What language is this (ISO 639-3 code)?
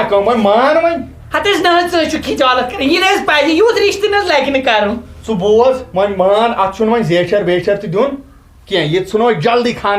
kas